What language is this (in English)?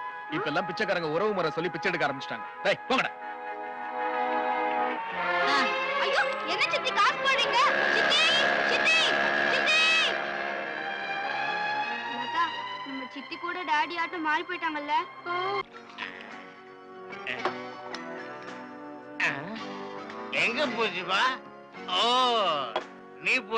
Tamil